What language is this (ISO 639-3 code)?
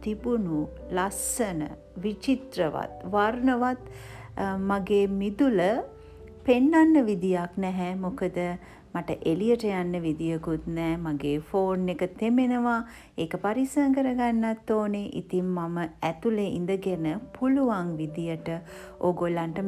sin